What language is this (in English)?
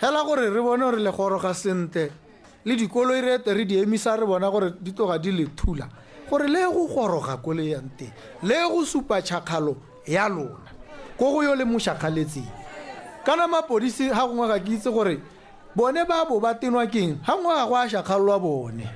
Tswana